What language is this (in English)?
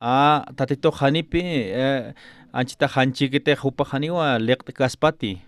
Aymara